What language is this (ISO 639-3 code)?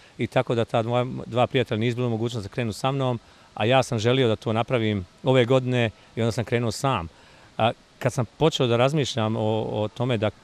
bos